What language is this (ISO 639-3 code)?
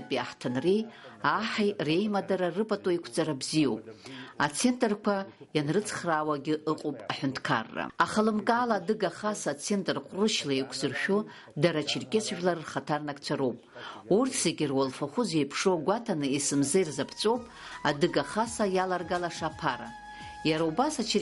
abk